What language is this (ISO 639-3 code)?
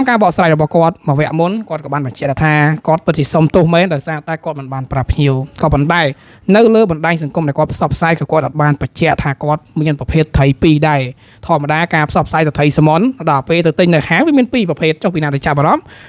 khm